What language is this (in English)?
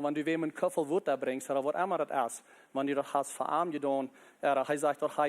Plautdietsch